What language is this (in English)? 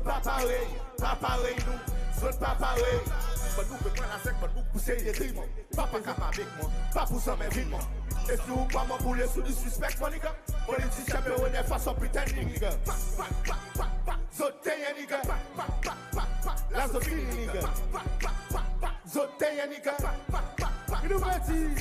Seselwa Creole French